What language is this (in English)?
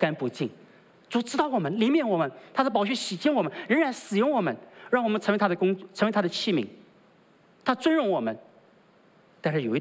Chinese